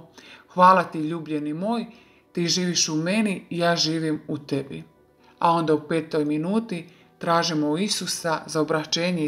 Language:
Croatian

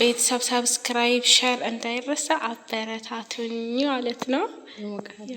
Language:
Amharic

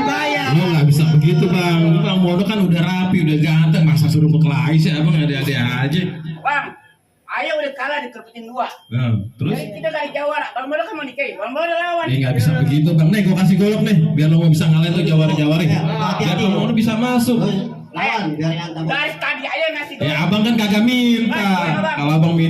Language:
Betawi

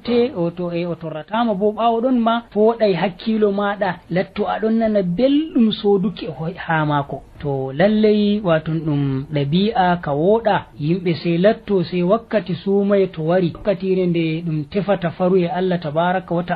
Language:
Nigerian Fulfulde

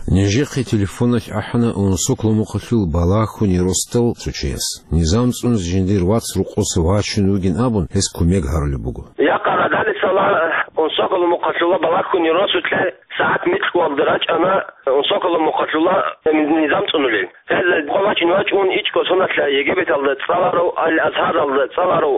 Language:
Avaric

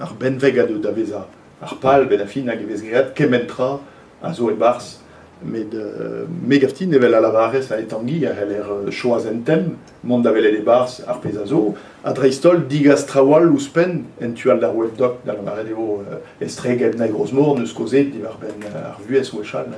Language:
Breton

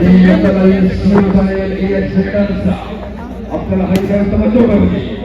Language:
Saraiki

